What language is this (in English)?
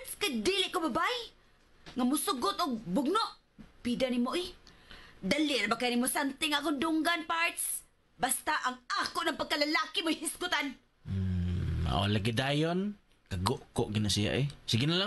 Cebuano